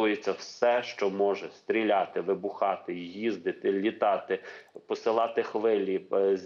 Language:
Ukrainian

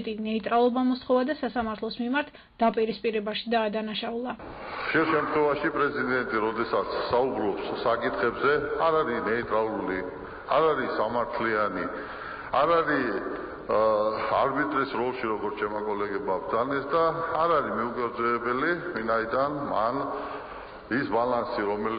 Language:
Georgian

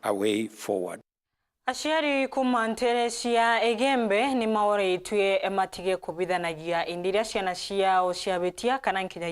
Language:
Meru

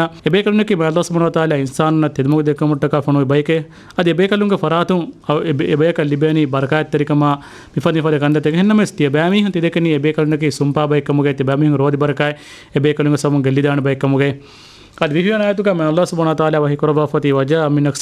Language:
Divehi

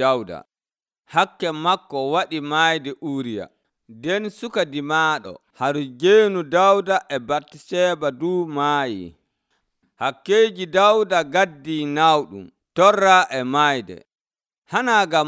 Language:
Nigerian Fulfulde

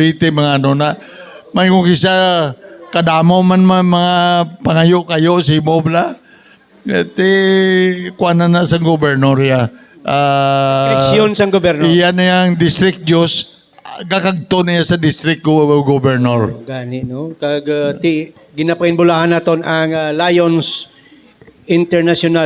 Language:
Hiligaynon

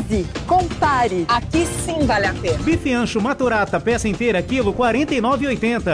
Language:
Portuguese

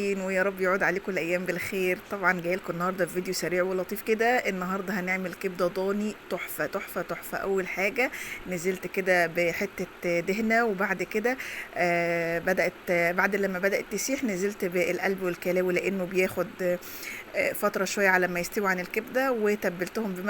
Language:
Egyptian Arabic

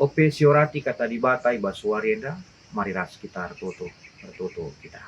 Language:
Batak Karo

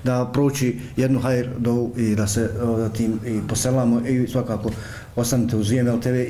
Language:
Bosnian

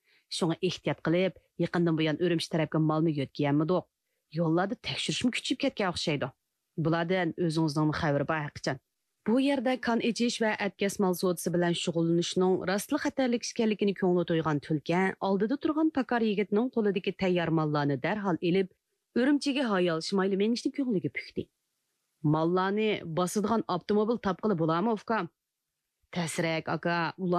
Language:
Uyghur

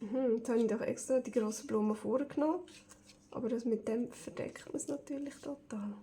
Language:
Swiss German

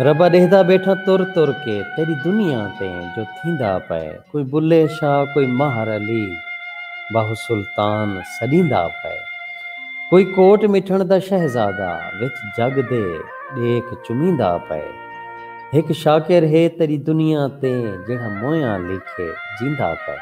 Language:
Saraiki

